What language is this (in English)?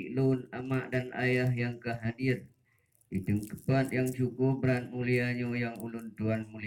Achinese